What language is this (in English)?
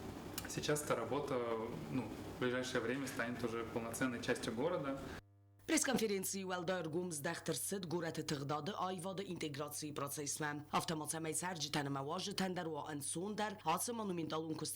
Ossetic